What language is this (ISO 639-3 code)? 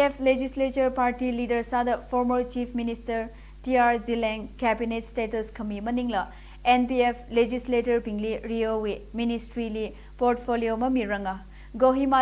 nmf